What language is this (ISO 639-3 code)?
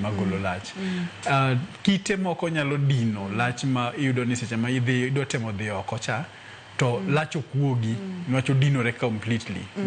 luo